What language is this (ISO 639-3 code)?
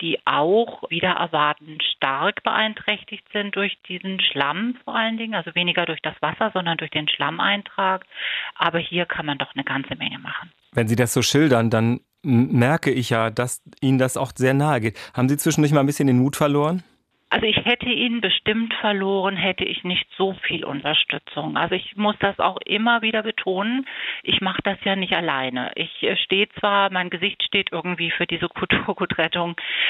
deu